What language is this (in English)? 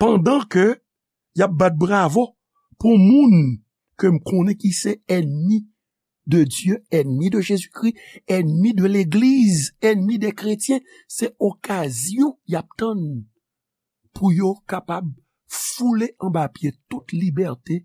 Haitian Creole